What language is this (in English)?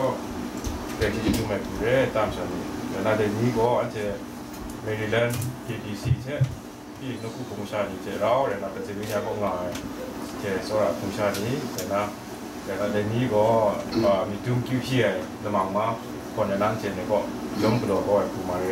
Kachin